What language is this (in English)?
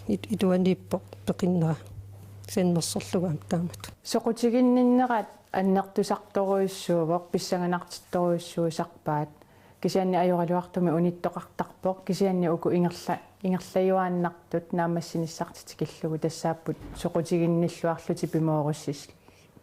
Kalaallisut